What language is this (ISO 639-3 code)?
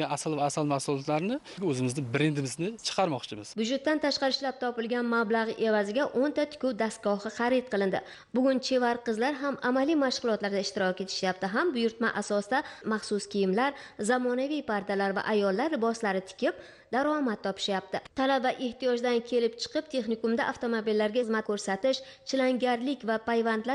uzb